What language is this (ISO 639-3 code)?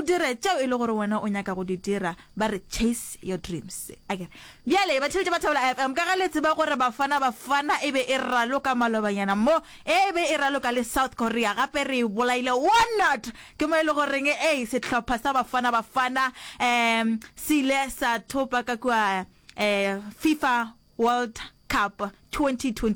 nso